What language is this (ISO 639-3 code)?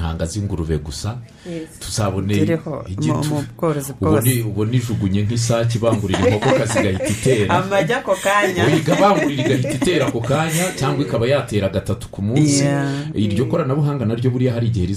kin